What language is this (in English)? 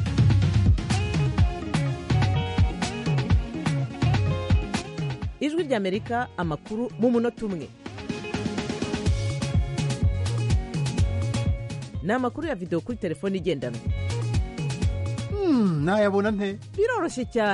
Kinyarwanda